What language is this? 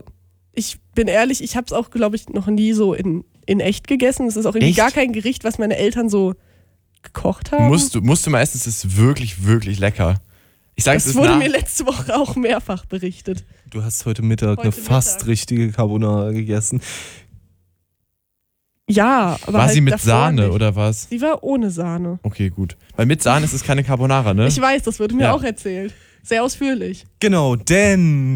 German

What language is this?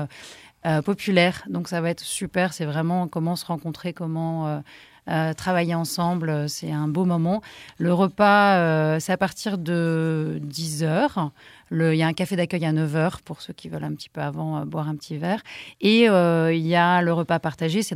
French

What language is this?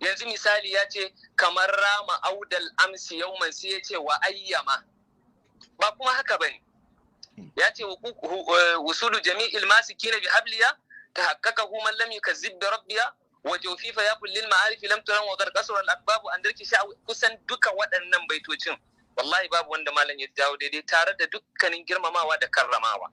Hausa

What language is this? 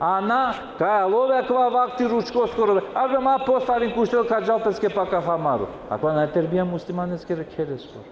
Balkan Romani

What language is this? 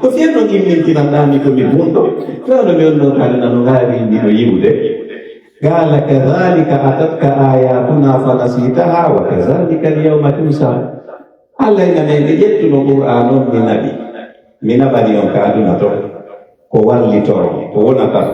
Pular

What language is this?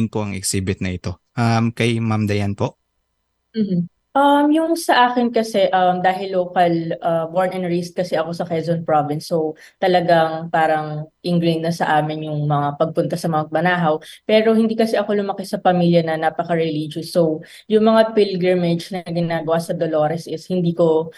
Filipino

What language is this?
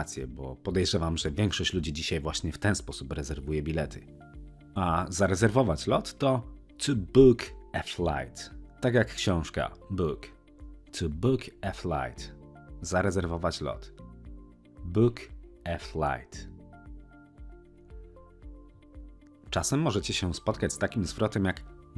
Polish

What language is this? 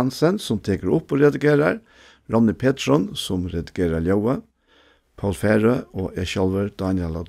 Faroese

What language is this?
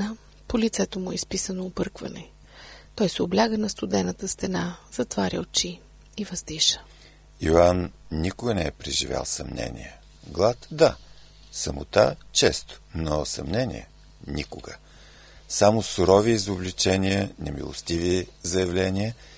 Bulgarian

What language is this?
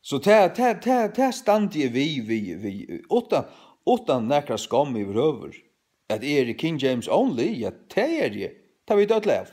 Faroese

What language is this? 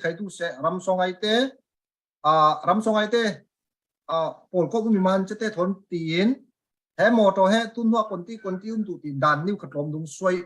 Falam Chin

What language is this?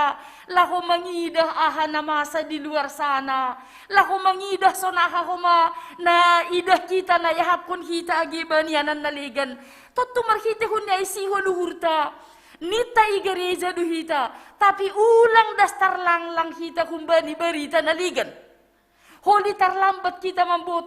Batak Simalungun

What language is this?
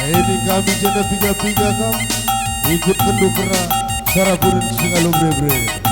Batak Karo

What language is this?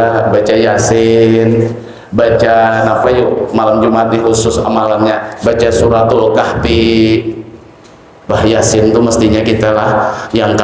Banjar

